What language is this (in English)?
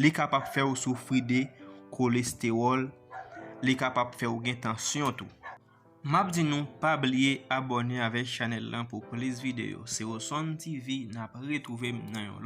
Haitian Creole